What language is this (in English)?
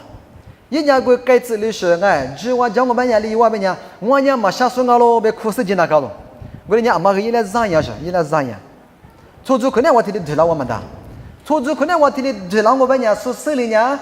Lisu